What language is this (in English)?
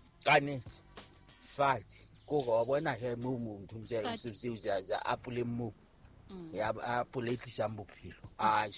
Southern Sotho